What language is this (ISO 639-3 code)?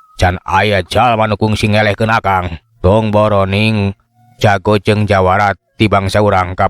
sun